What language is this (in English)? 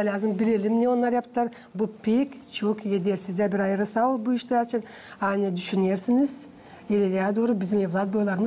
Gagauz